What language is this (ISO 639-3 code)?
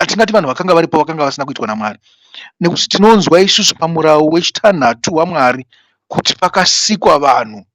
sna